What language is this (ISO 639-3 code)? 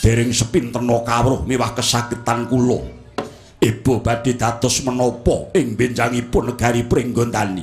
jav